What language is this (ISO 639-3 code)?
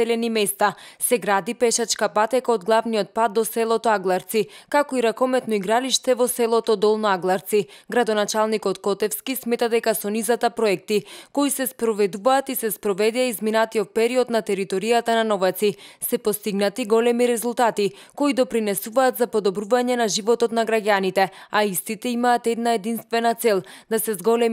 mkd